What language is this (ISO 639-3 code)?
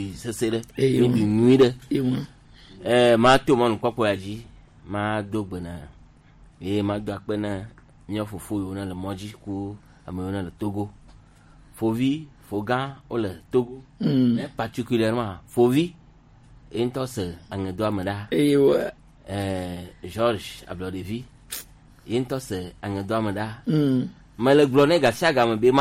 gej